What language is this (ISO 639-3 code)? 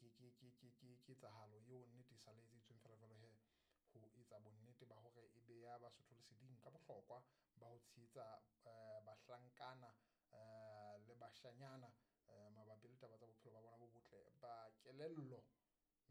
sot